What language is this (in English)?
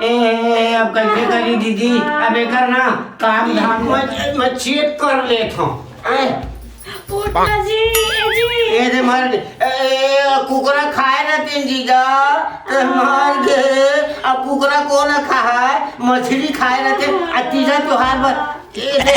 Chhattisgarhi